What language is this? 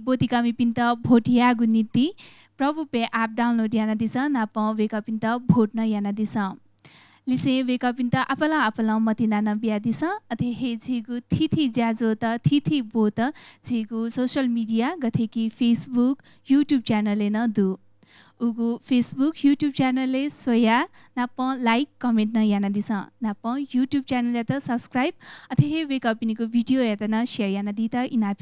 Newari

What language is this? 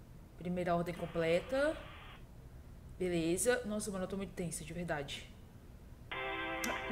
Portuguese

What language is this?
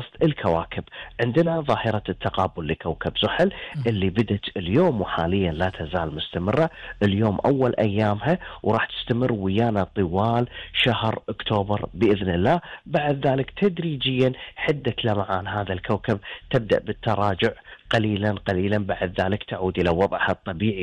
Gulf Arabic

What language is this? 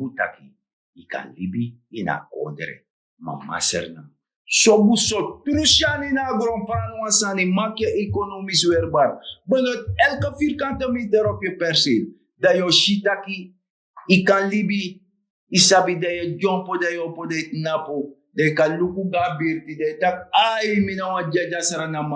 Sranan Tongo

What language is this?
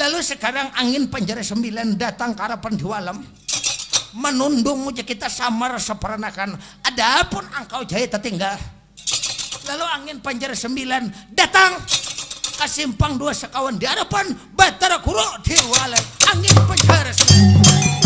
Banjar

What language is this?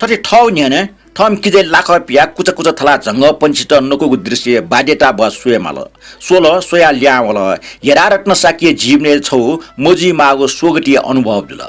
Newari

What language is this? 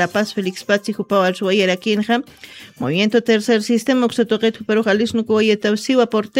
Aymara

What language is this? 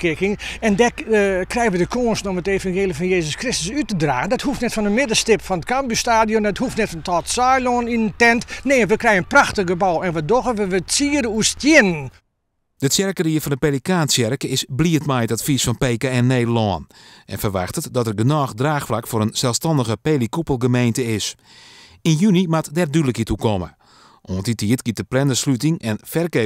Western Frisian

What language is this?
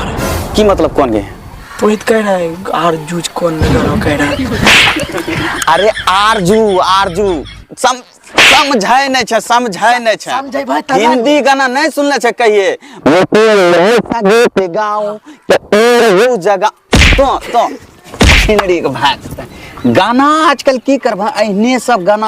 Maithili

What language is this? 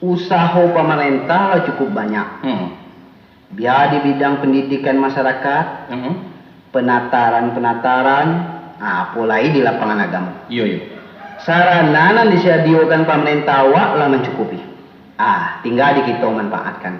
Minangkabau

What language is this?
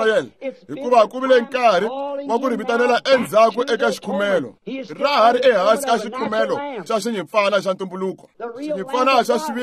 Tsonga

